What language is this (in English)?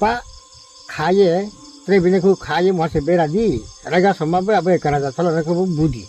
Riang (India)